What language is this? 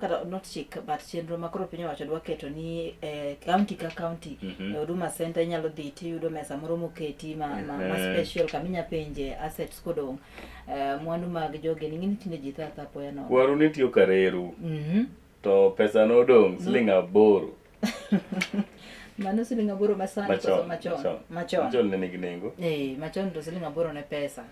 Luo (Kenya and Tanzania)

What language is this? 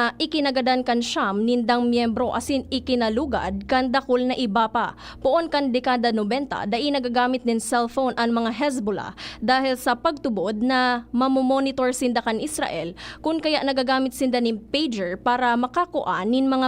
Bikol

